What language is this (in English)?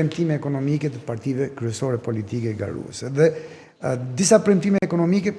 Albanian